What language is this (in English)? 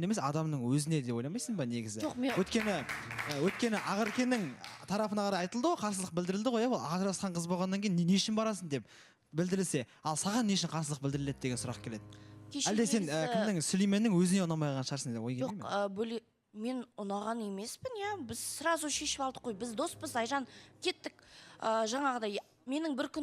Kazakh